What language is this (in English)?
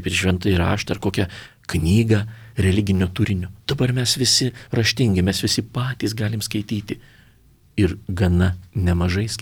Lithuanian